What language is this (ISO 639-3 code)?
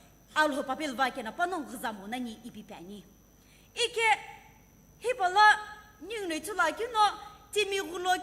nsm